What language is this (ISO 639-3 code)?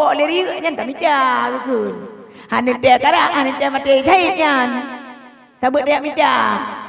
ace